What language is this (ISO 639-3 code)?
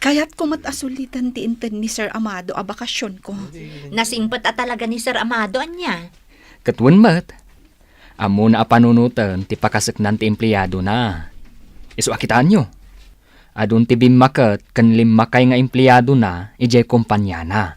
ilo